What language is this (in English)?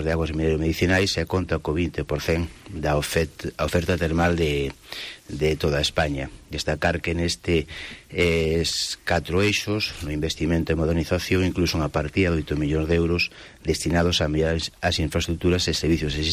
Galician